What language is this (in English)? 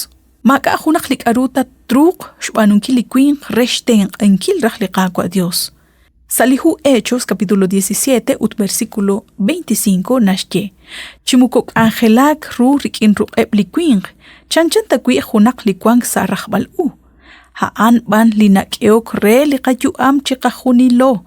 Kekchí